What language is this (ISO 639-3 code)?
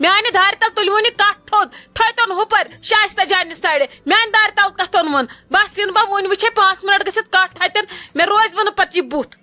kas